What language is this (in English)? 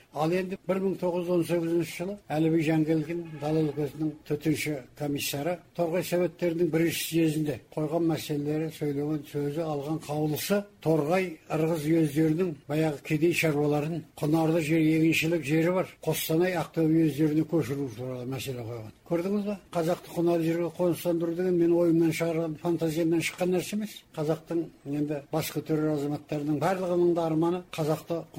Kazakh